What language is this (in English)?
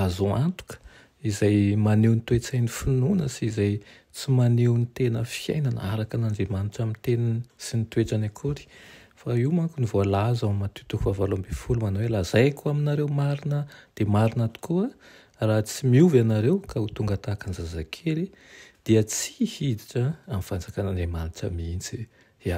Malagasy